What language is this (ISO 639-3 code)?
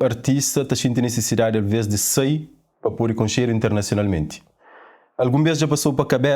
kea